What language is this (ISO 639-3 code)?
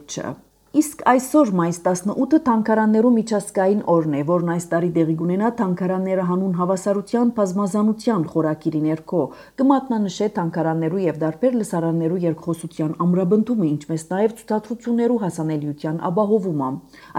hye